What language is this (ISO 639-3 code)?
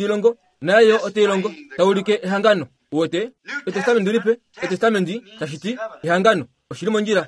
kua